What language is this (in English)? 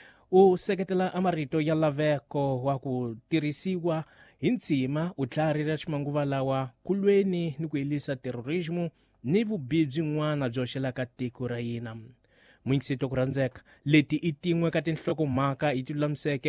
Tsonga